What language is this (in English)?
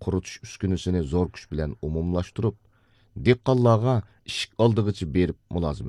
Uyghur